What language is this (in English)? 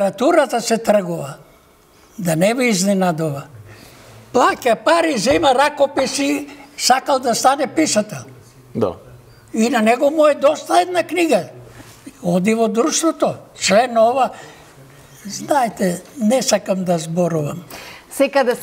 Macedonian